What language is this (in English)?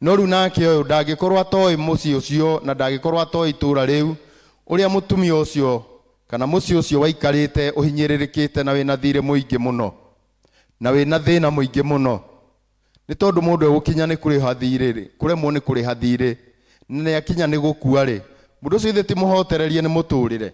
Kikuyu